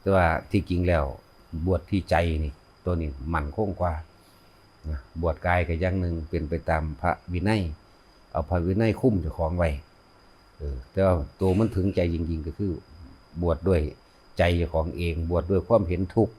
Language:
Lao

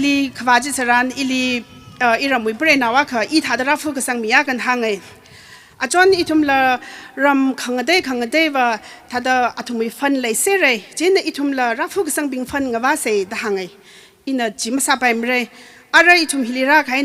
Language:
Tangkhul Naga (India)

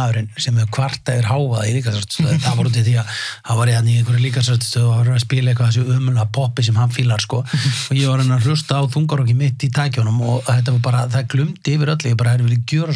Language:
Icelandic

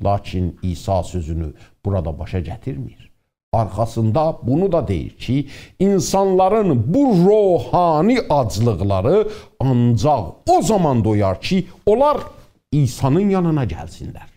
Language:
South Azerbaijani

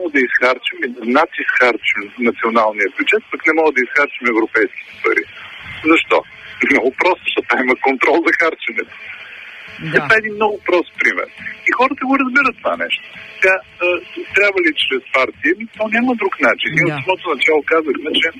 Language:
Bulgarian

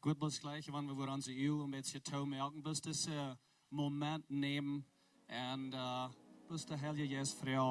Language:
Plautdietsch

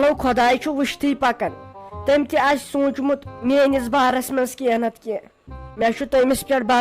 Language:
Kashmiri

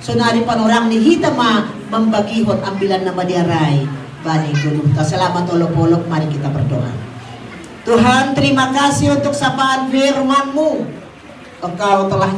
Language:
Batak Simalungun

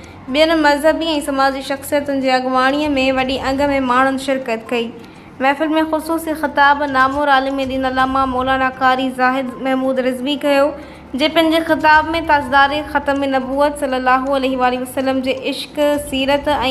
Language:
Sindhi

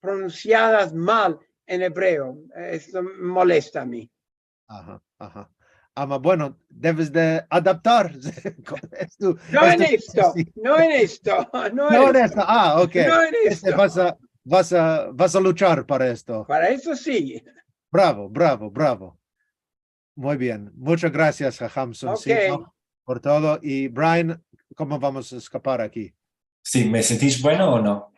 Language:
Ladino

